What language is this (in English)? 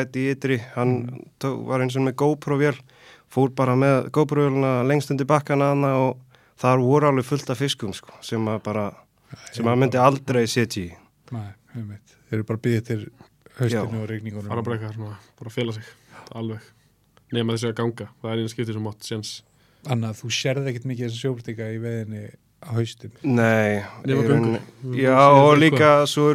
Icelandic